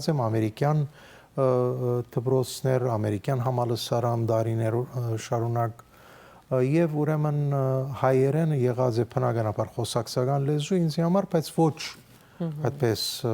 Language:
Western Armenian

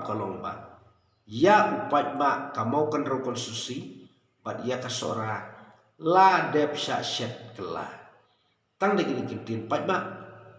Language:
Khasi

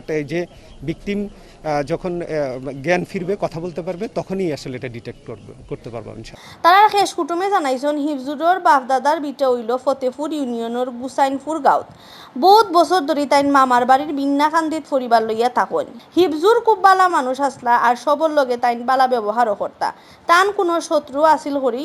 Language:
Sylheti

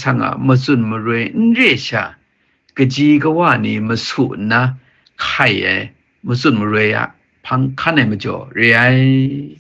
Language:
Kachin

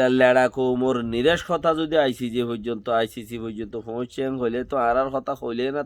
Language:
Rohingya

